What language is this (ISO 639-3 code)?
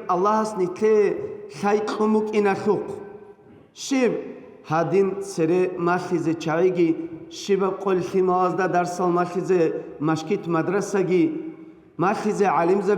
ava